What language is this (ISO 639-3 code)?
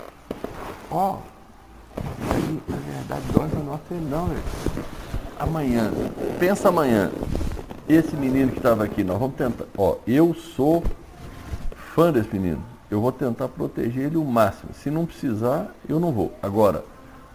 por